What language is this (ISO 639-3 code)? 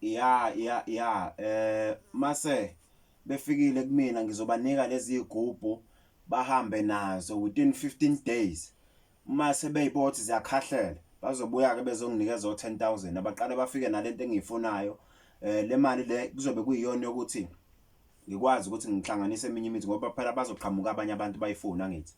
zul